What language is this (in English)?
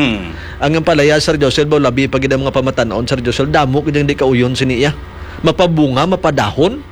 Hiligaynon